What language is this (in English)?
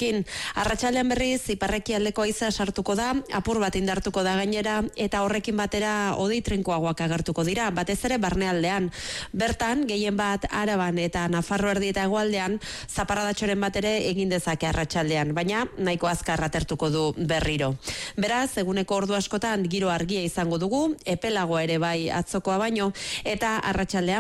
Basque